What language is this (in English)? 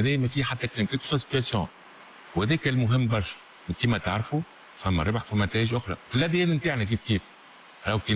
Tunisian Arabic